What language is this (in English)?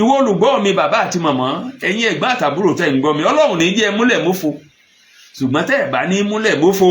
Yoruba